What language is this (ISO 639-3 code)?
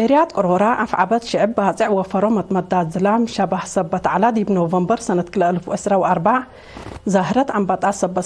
tig